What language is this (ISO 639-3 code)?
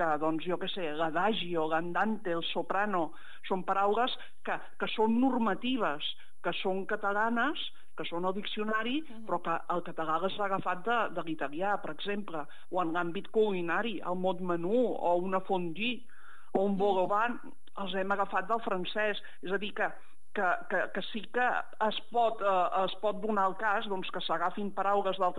cat